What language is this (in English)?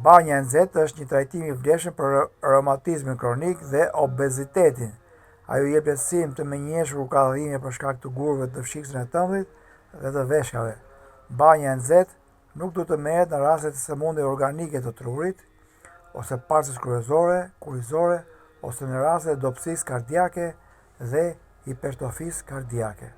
Albanian